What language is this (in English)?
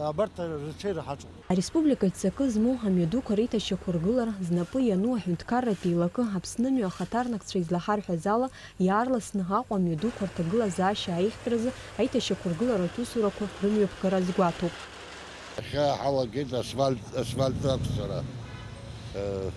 Abkhazian